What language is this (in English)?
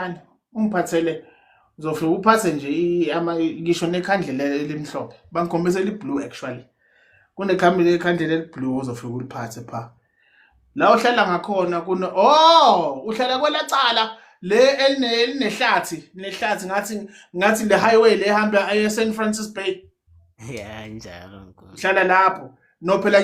Zulu